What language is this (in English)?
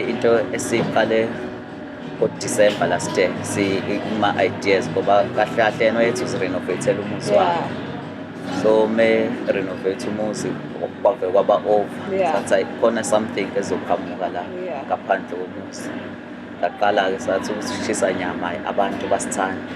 Zulu